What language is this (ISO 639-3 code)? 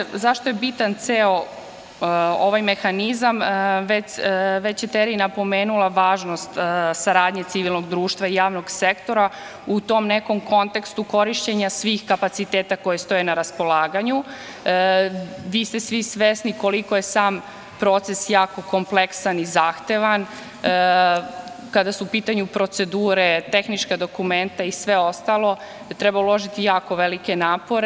srp